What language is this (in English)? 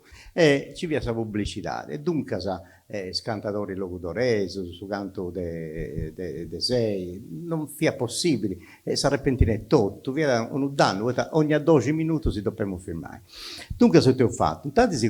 Sardinian